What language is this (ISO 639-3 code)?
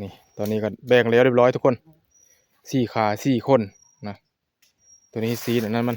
tts